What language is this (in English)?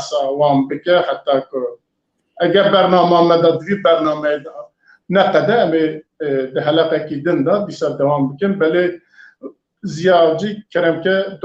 Kurdish